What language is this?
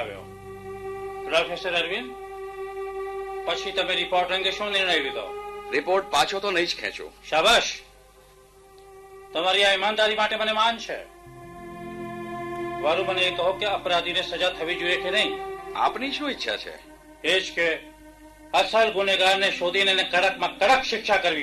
Gujarati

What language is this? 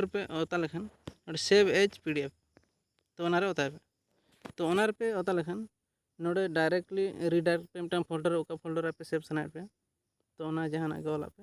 Santali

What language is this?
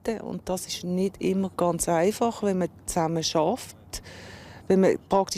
Swiss German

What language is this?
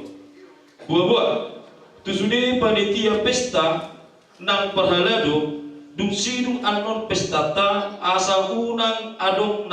Batak Toba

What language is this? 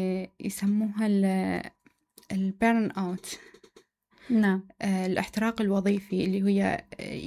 Mesopotamian Arabic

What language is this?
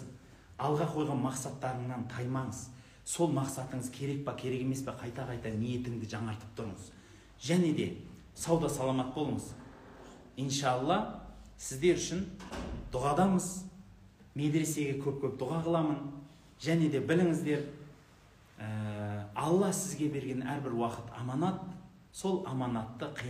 Kazakh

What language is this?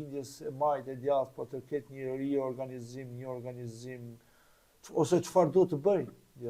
Albanian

